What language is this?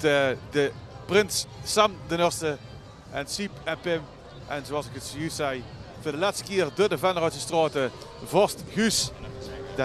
Limburgish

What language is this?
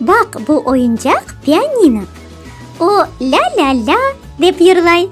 Crimean Tatar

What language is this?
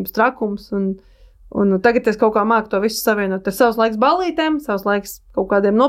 Latvian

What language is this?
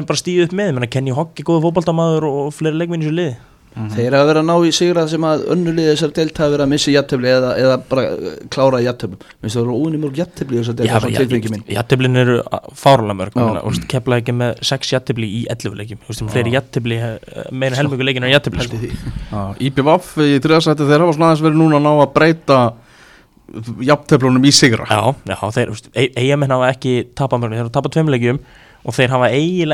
Icelandic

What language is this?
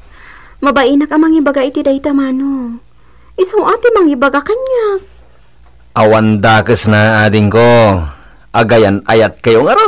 Iloko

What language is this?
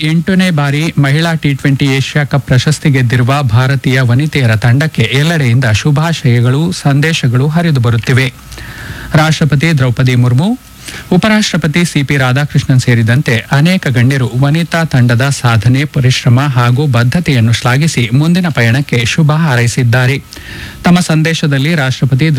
Kannada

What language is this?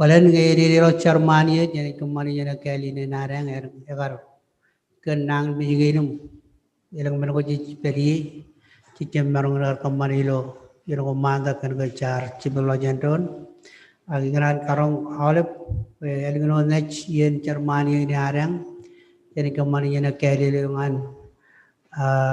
Marshallese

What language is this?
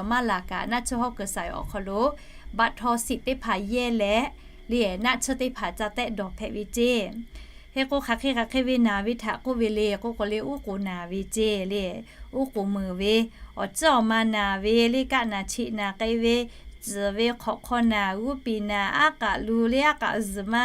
Lahu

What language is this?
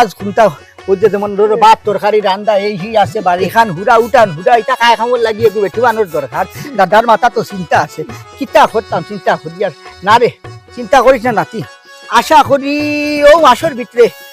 Sylheti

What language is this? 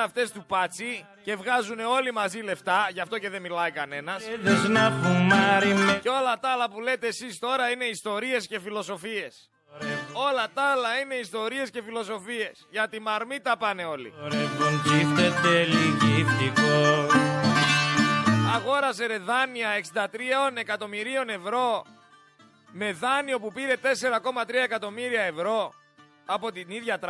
Greek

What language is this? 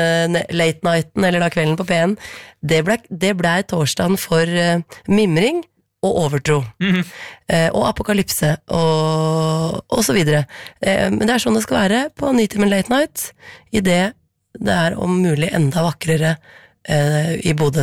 Norwegian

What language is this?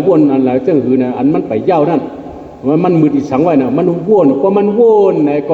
Shan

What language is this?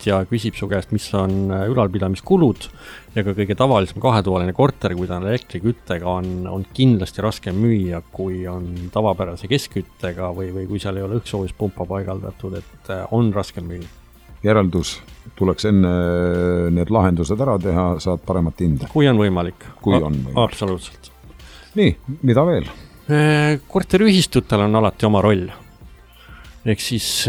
Estonian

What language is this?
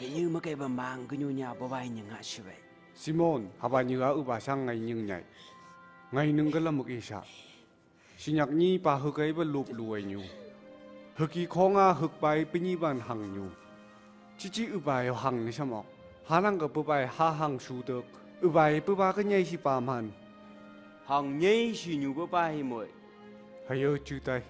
Phom Naga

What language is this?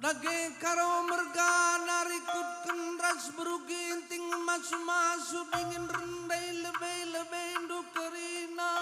Batak Karo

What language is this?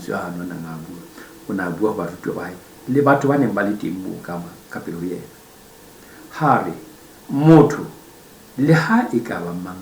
Southern Sotho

